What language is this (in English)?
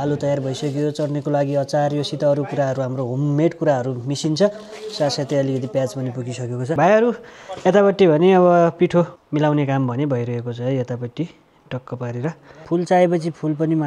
Nepali